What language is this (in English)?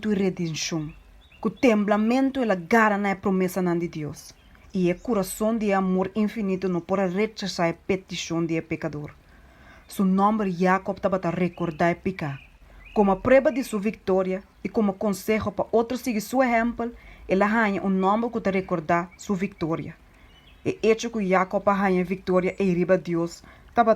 Papiamento